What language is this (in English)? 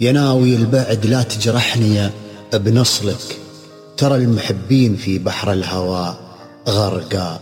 Najdi Arabic